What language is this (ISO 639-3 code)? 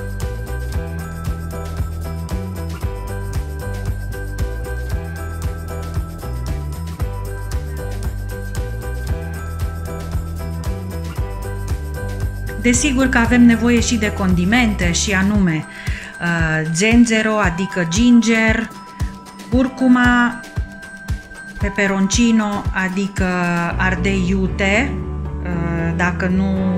ron